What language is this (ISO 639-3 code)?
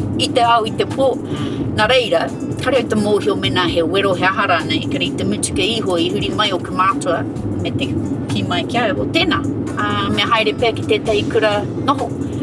mri